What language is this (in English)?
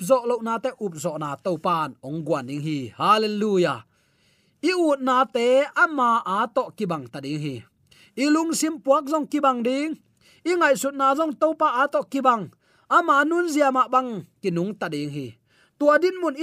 Tedim Chin